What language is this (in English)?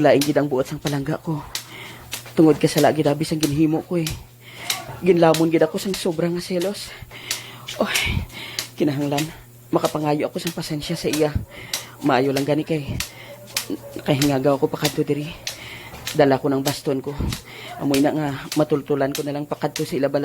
Hiligaynon